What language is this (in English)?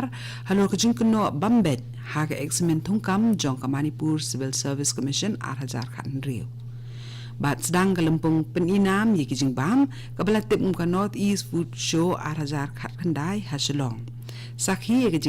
Khasi